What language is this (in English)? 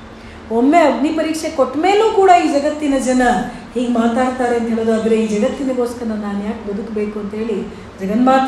Kannada